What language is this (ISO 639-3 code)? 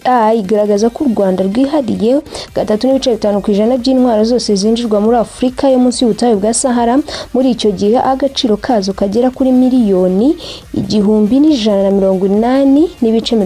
kin